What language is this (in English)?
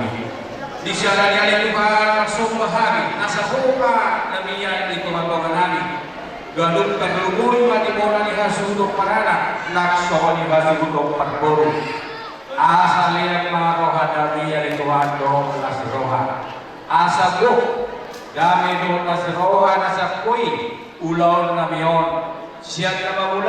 Batak Toba